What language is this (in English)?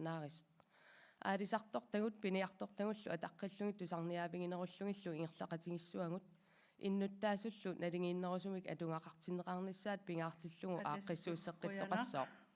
Kalaallisut